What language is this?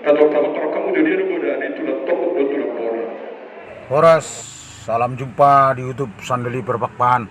Batak Toba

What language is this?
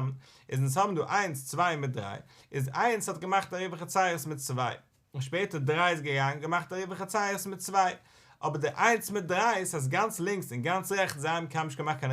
Yiddish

